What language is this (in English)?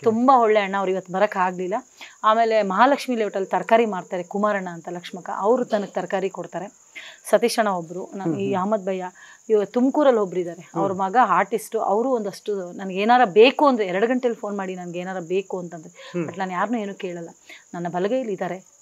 Kannada